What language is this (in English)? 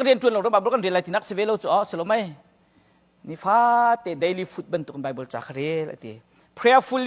Hakha Chin